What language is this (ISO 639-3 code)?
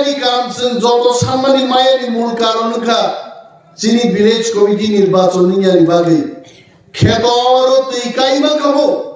trp